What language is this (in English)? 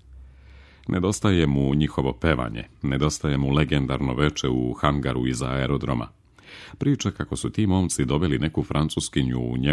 Serbian